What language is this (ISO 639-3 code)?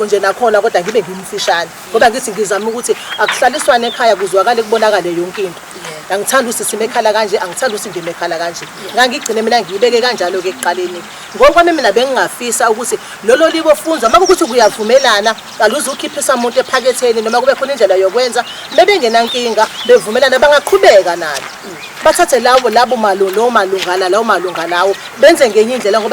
zul